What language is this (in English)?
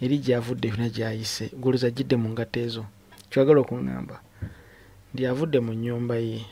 Ganda